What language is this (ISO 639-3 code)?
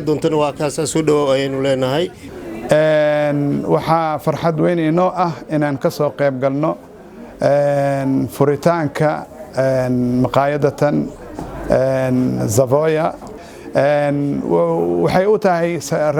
som